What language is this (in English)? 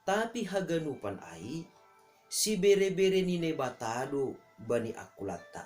Batak Simalungun